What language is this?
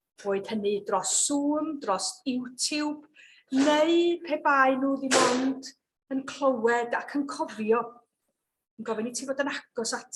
Welsh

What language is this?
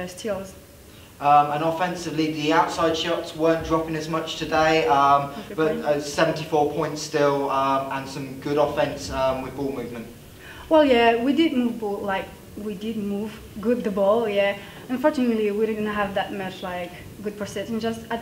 English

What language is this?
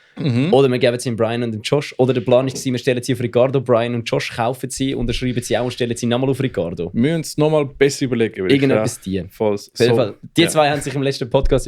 Swiss German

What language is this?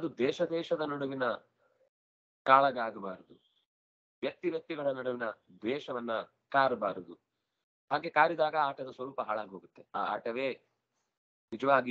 Kannada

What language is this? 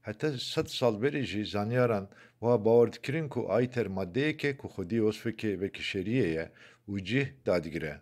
Kurdish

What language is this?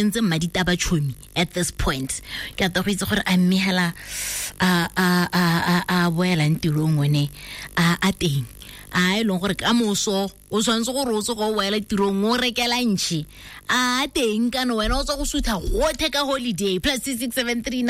Tswana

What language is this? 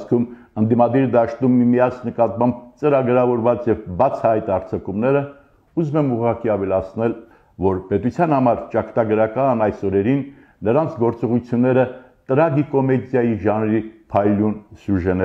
Armenian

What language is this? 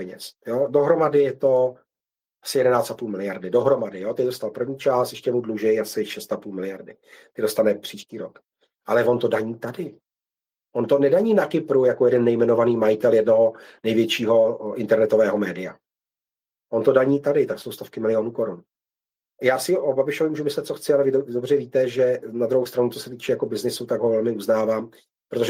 Czech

